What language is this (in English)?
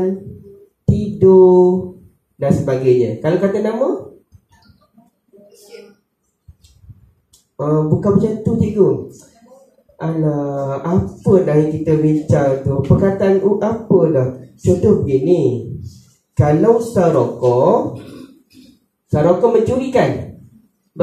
Malay